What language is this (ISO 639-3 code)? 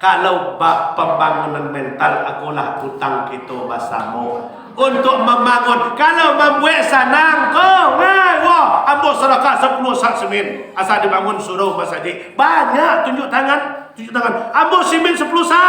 min